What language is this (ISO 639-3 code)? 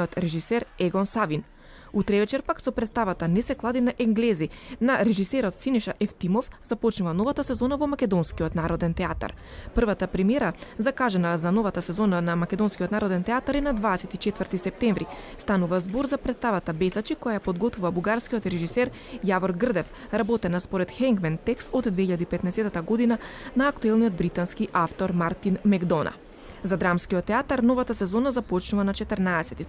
mkd